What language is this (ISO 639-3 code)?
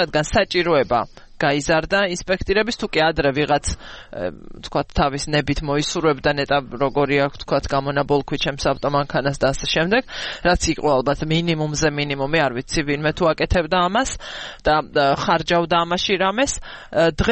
kat